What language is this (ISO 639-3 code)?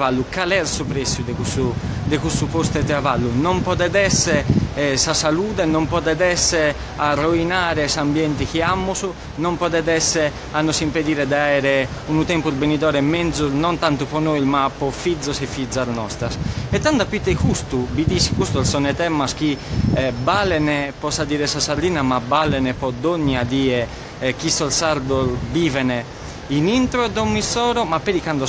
srd